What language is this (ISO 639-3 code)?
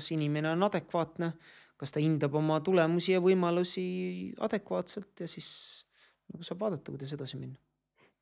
est